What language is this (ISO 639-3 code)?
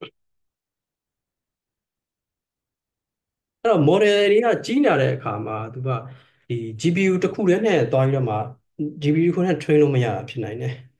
mya